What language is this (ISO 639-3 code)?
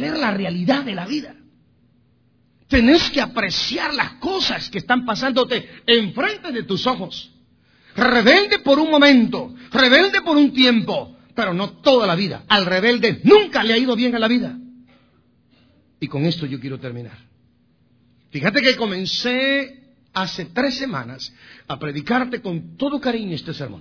spa